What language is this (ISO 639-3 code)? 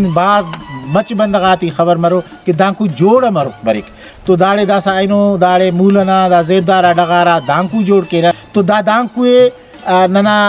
brh